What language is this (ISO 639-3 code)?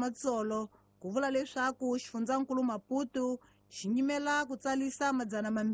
tso